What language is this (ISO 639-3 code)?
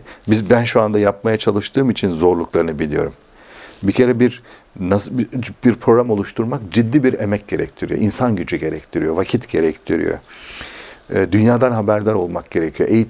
tur